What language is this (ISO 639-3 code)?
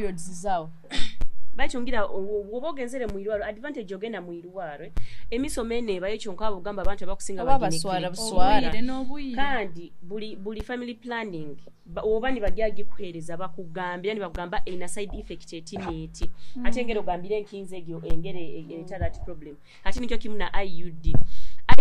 nyo